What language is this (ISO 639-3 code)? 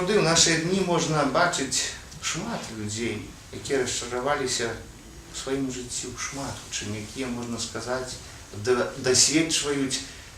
bel